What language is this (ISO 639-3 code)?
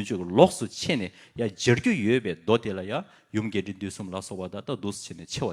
bod